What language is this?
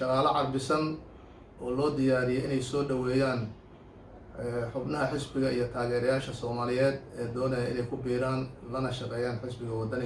Somali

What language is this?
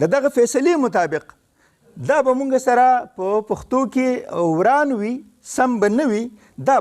Pashto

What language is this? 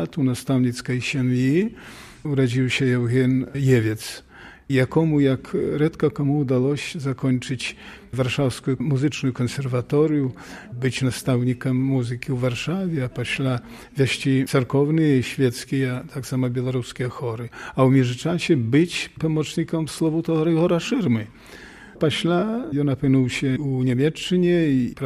Belarusian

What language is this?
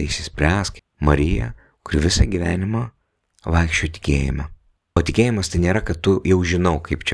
Lithuanian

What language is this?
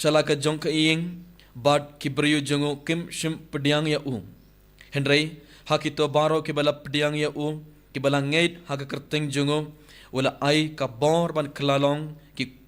Khasi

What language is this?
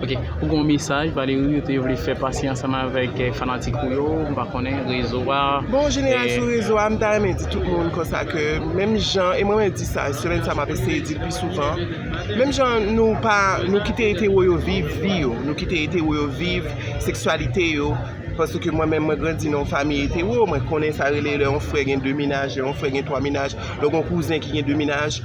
Haitian Creole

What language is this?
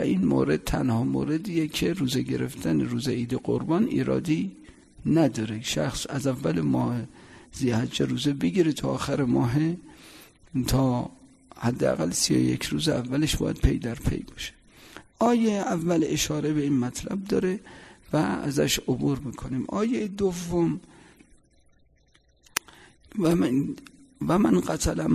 Persian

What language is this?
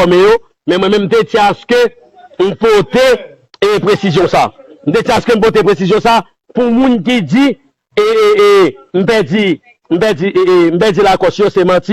Haitian Creole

